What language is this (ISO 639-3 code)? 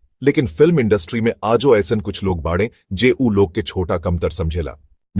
bho